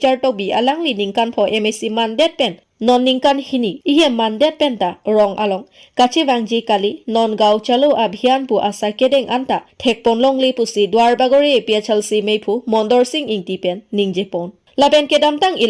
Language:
Karbi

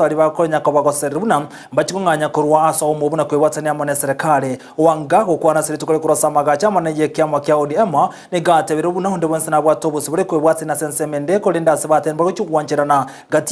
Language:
Gusii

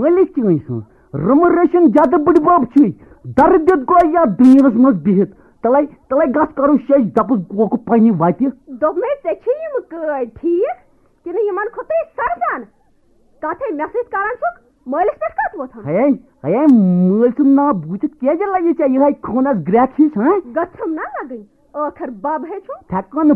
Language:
Kashmiri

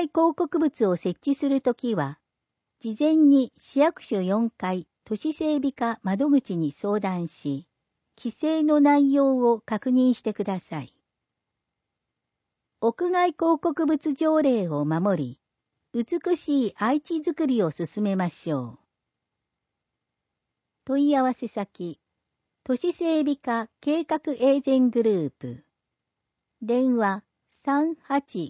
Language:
Japanese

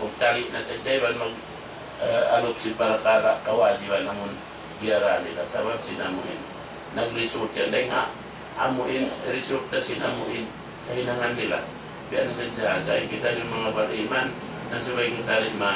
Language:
Tausug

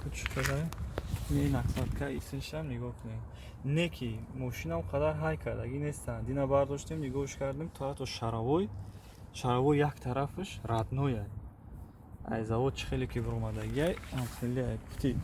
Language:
Tajik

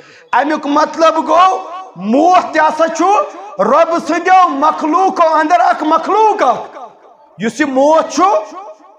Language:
Kashmiri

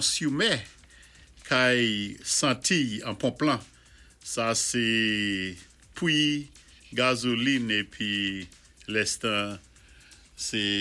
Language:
Saint Lucian Creole French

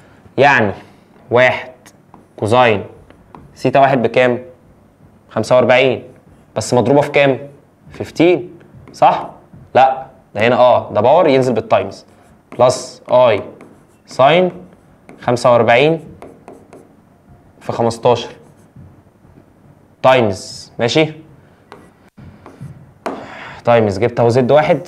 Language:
Egyptian Arabic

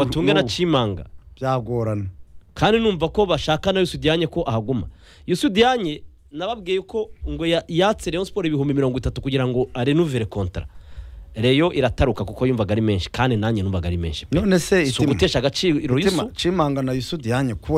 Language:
Kinyarwanda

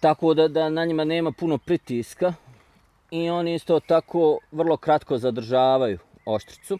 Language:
Bosnian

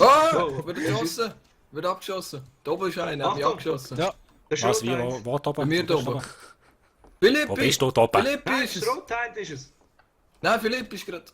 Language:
Swiss German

